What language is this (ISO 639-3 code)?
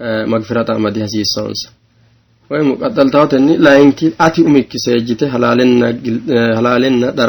sid